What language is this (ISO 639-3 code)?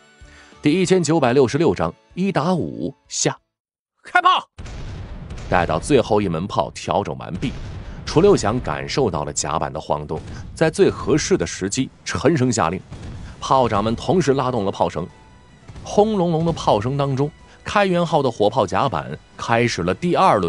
zho